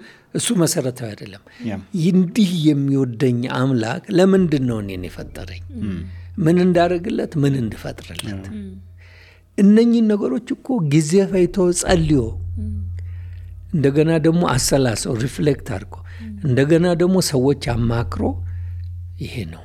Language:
Amharic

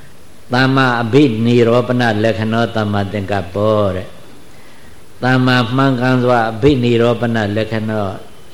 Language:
Burmese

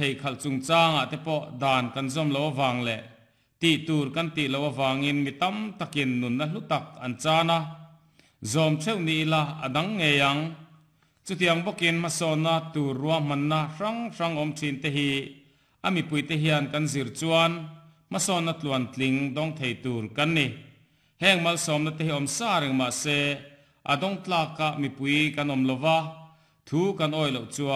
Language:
Mizo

